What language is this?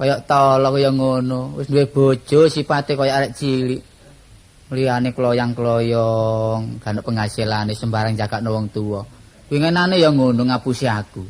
Javanese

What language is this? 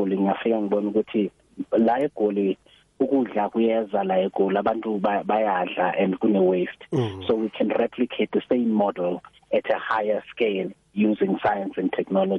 South Ndebele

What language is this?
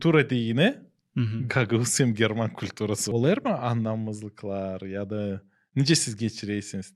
Gagauz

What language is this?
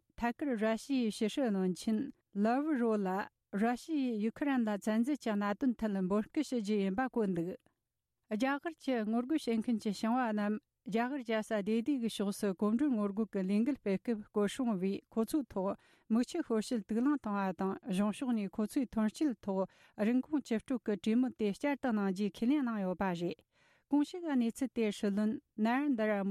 Tibetan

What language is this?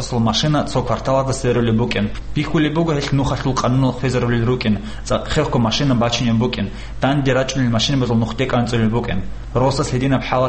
Avaric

